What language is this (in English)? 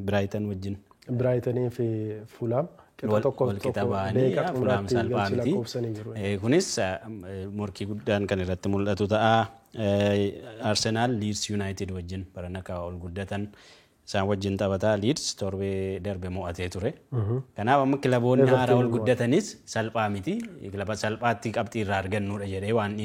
Oromo